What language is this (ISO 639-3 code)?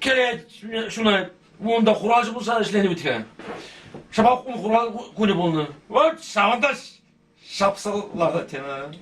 chv